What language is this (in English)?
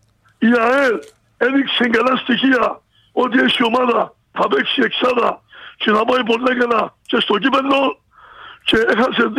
Greek